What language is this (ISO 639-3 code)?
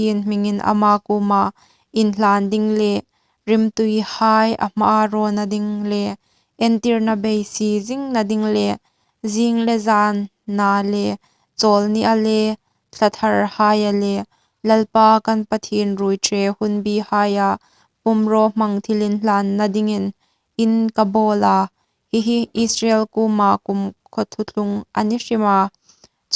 hmr